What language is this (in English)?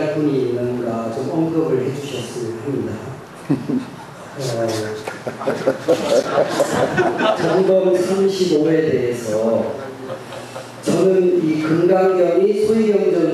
Korean